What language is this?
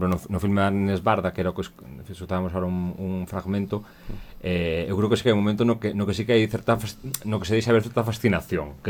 Galician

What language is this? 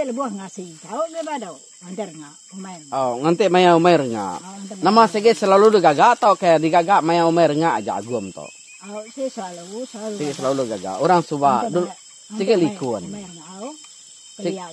Iban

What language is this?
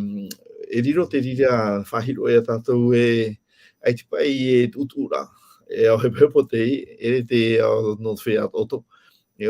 Tahitian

